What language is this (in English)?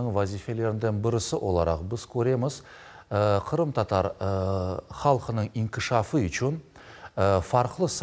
Crimean Tatar